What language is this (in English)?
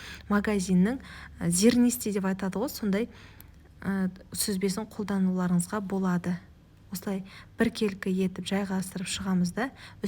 Kazakh